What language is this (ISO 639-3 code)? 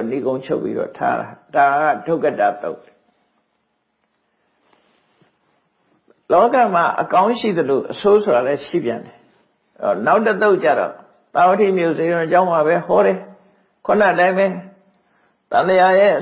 mya